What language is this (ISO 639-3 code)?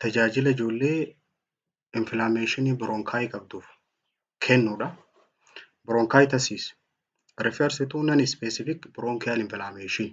orm